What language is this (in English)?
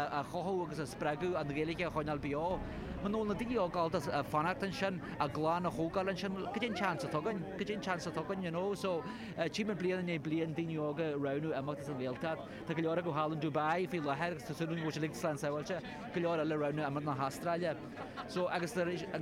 Irish